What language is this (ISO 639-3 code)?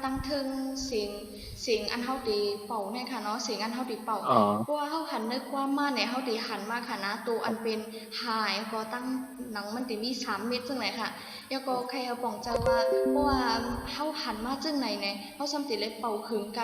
shn